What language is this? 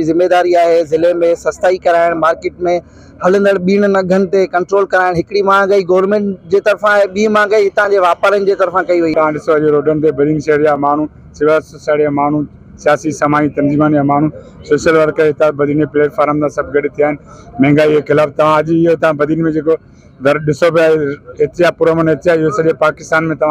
Sindhi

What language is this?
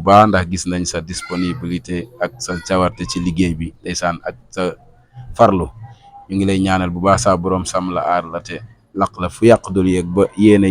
Wolof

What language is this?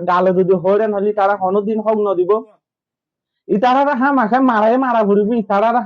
Rohingya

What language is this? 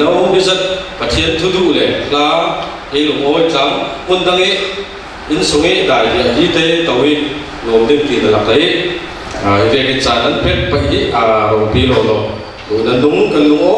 Falam Chin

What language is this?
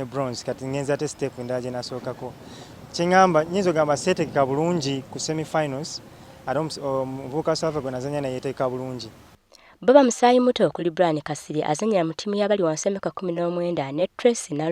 Ganda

